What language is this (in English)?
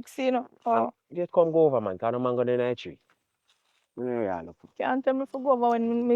Jamaican Creole English